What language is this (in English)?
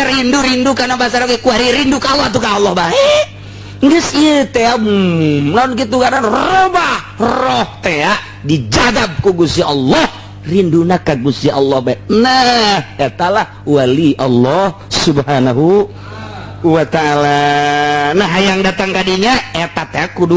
Sundanese